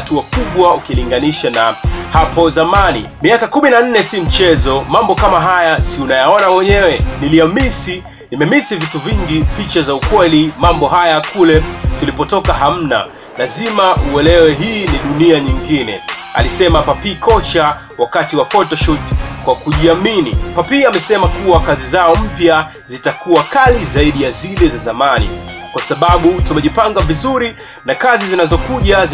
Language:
Swahili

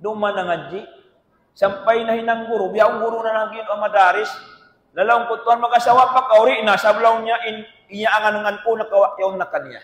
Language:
Tausug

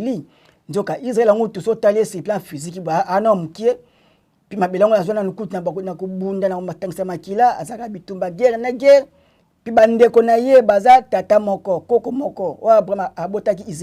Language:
Lingala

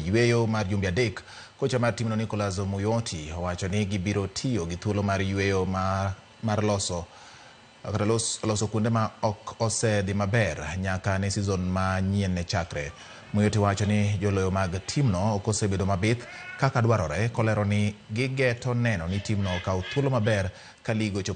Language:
Luo (Kenya and Tanzania)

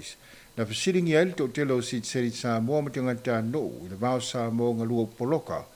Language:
Samoan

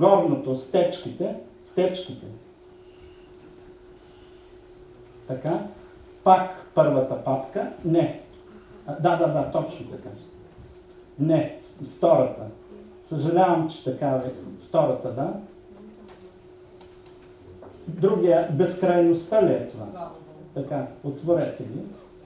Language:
Bulgarian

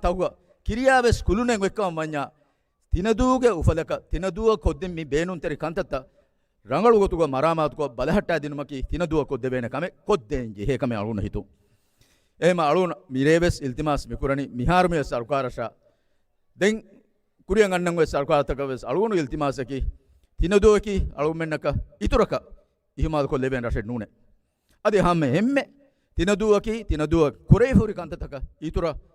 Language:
Divehi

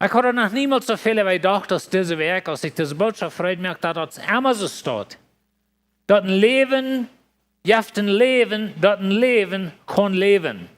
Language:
Plautdietsch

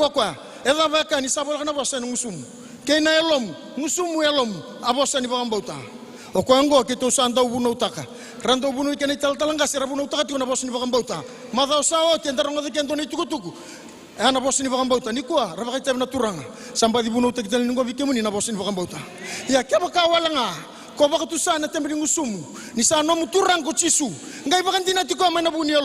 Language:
Fijian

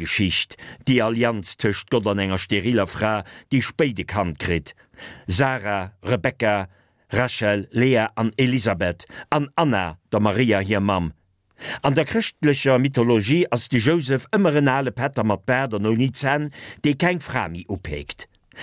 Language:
Luxembourgish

